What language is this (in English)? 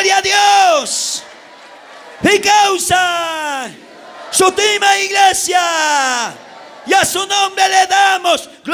South Bolivian Quechua